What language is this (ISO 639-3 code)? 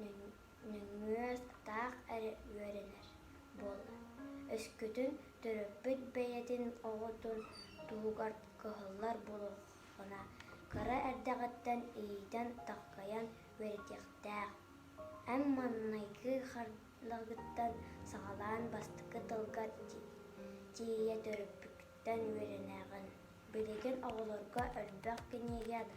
sah